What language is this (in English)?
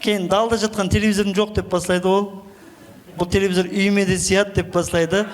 Kara-Kalpak